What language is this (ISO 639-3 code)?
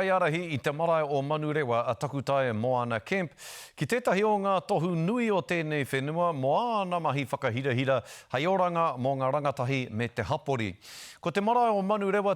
mri